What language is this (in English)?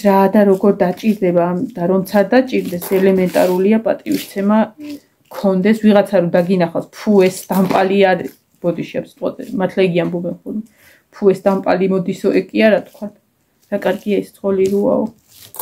Georgian